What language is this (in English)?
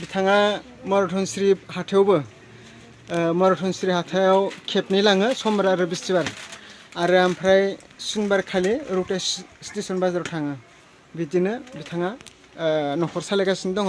Bodo